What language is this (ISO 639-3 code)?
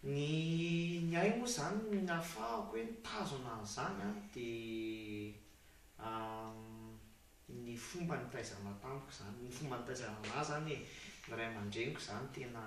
mlg